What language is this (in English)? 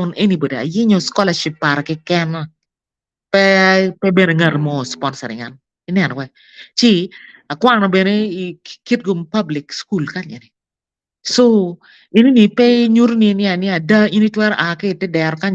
Acoli